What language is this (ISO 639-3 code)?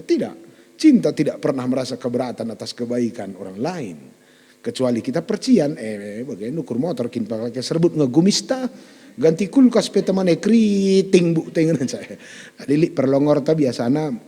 btx